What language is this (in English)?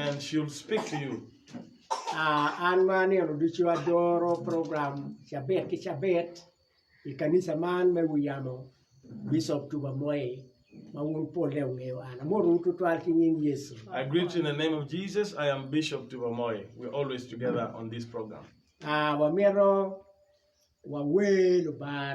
Acoli